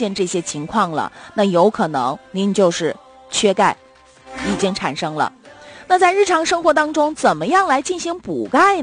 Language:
Chinese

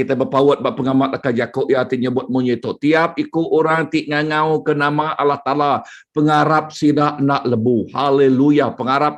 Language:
Iban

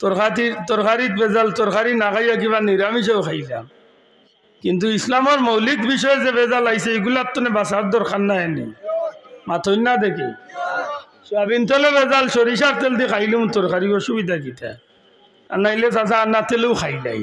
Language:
Sylheti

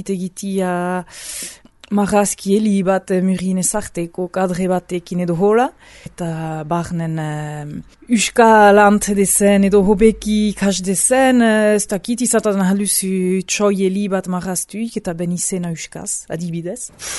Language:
Basque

